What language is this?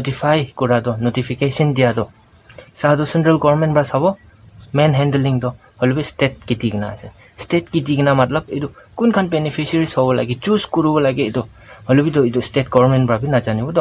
Naga Pidgin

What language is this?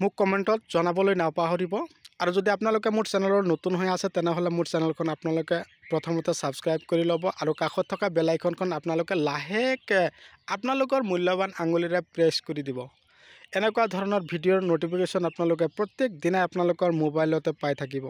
Assamese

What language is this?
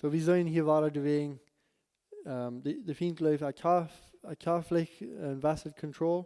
Plautdietsch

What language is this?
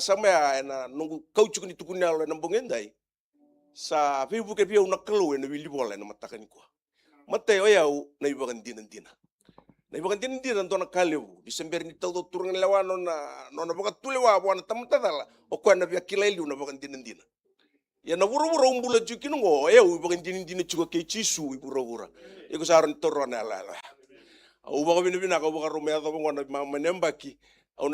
Fijian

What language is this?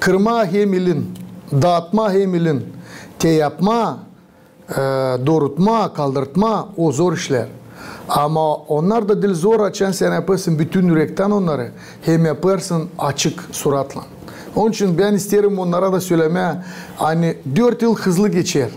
Gagauz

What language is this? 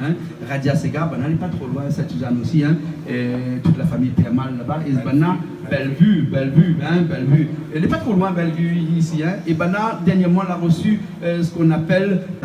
Réunion Creole French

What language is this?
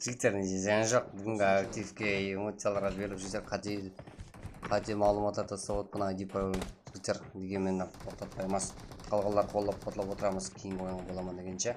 Kara-Kalpak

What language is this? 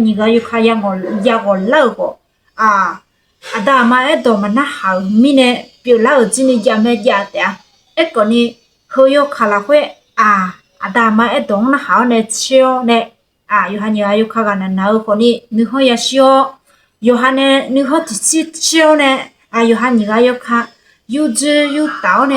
Akha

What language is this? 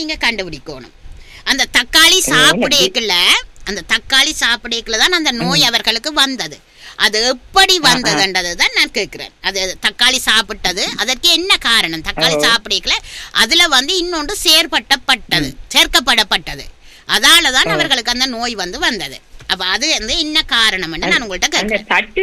Tamil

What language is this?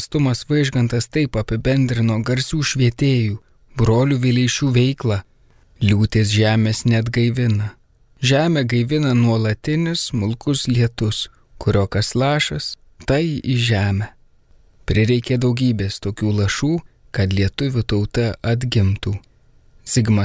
Lithuanian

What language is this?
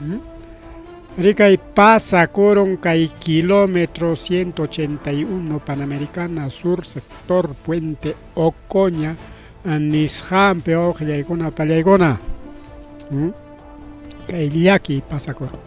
Ayacucho Quechua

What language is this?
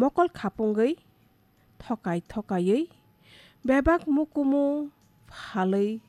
Kok Borok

